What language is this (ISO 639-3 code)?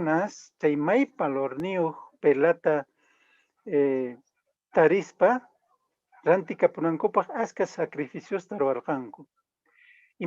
que